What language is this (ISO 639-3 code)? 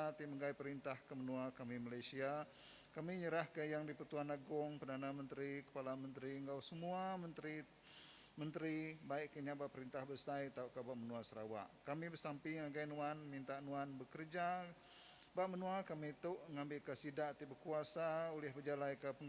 iba